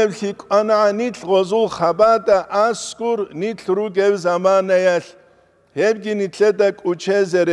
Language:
Avaric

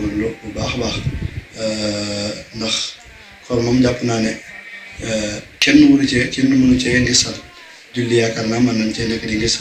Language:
Wolof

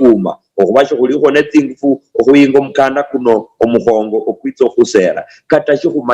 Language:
Luyia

